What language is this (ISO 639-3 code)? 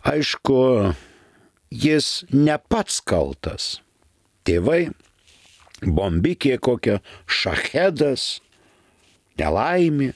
lit